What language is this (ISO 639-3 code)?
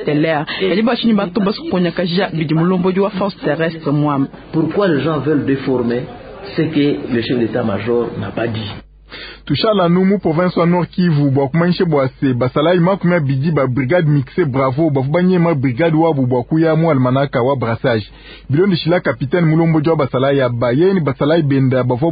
lua